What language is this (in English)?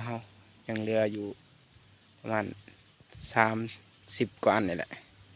Lao